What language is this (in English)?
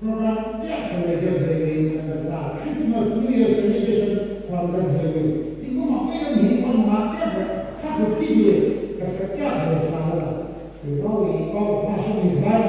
Tangkhul Naga (India)